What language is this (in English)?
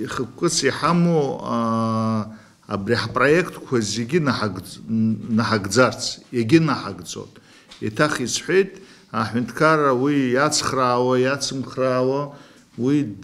Abkhazian